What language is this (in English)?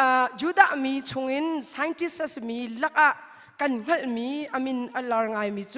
Hakha Chin